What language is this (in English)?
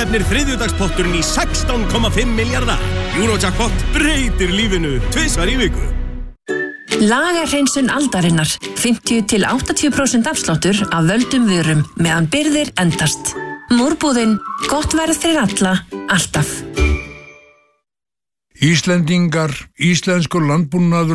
Icelandic